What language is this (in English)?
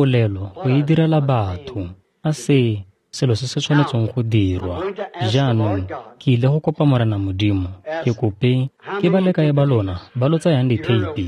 Tswana